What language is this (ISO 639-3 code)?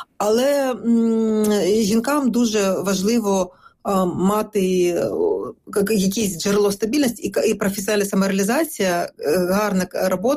ukr